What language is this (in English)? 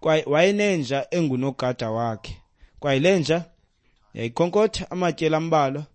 Xhosa